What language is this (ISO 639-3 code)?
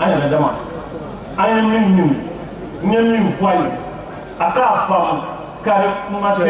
bam